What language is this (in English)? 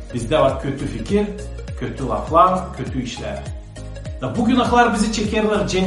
Gagauz